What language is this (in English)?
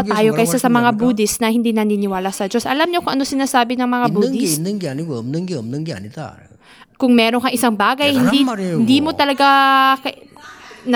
Filipino